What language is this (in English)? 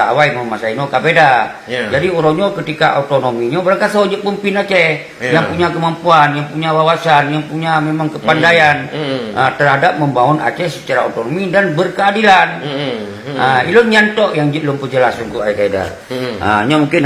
Achinese